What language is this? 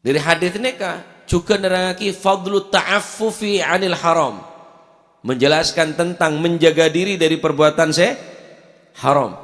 Madurese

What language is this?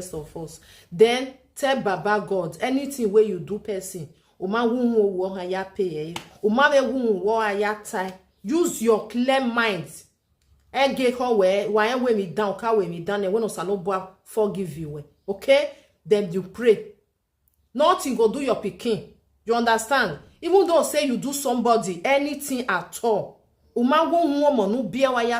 Nigerian Pidgin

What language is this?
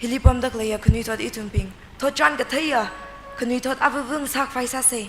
Tangkhul Naga (India)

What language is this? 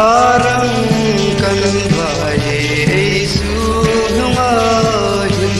Hmar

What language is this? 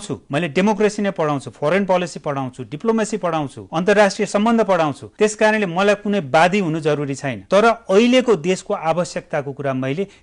Nepali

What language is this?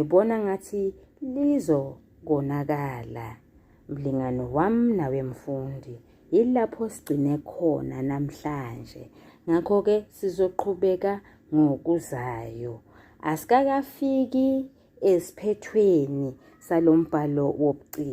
Zulu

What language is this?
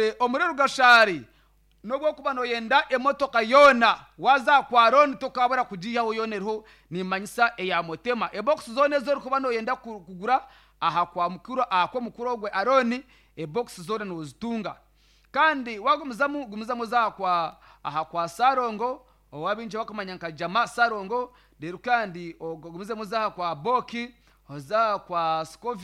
Nyankole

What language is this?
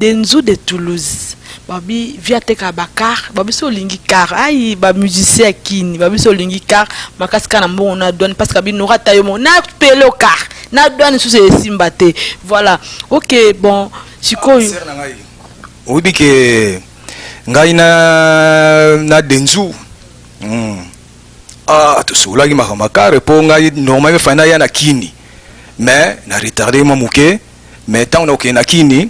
Lingala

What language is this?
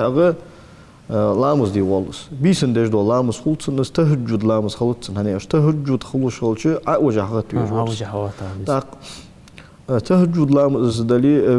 Ingush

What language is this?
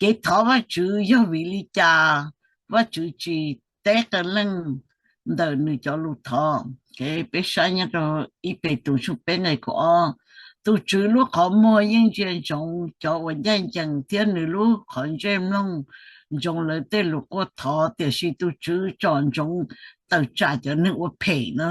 Hmong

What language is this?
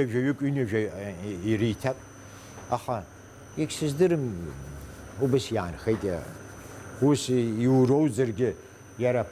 Abkhazian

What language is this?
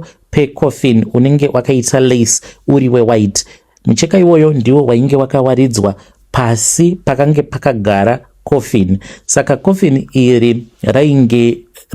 Shona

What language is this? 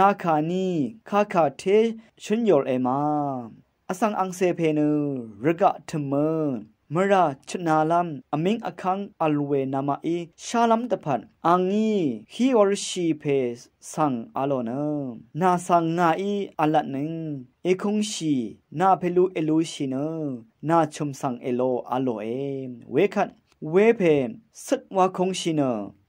Rawang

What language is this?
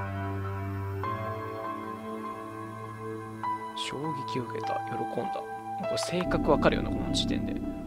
Japanese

